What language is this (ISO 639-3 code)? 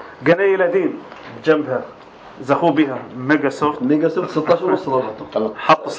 apc